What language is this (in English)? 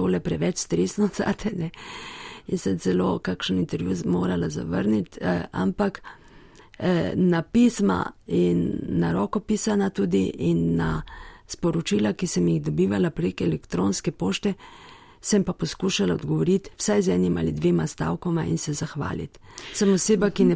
Slovenian